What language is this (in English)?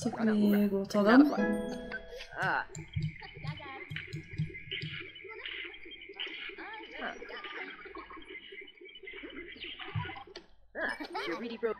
Norwegian